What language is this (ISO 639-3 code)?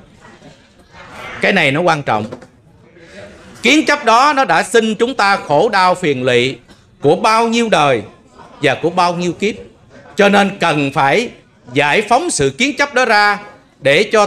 vie